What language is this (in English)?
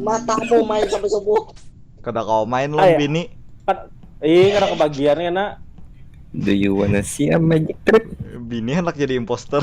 Banjar